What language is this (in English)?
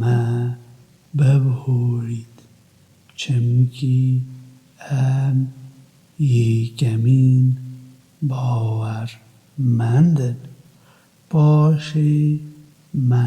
Kurdish